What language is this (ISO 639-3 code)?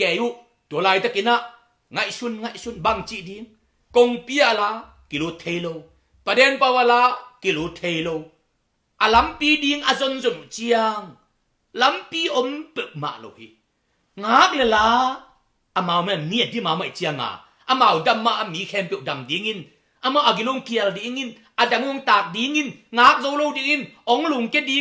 ctd